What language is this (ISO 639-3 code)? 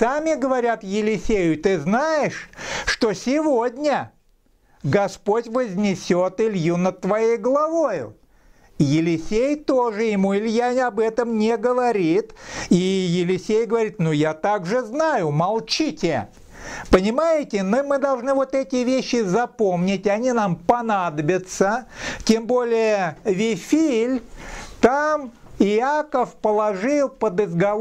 rus